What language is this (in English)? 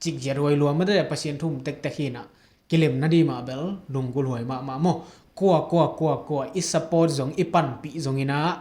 Tedim Chin